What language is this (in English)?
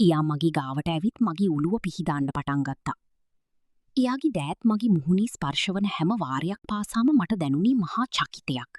Sinhala